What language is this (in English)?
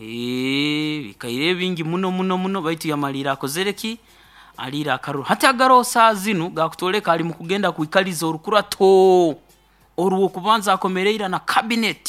Nyoro